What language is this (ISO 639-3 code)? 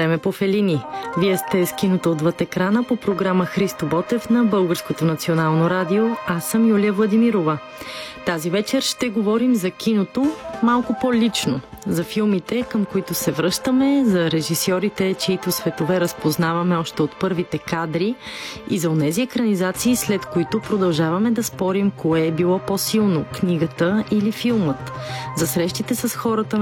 bul